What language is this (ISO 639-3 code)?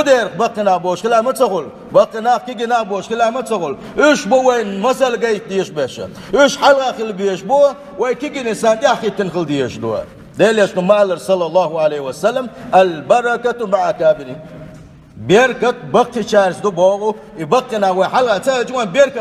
che